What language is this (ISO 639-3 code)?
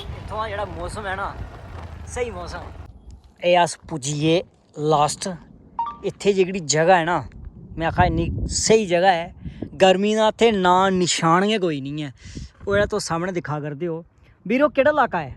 doi